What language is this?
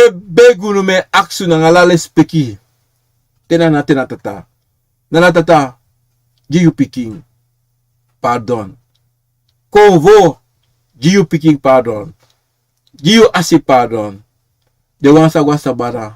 Sranan Tongo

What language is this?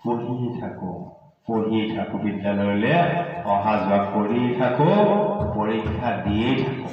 Assamese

